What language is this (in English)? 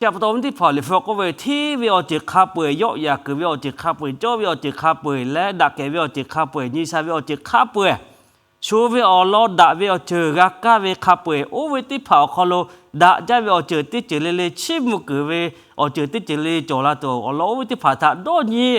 Lahu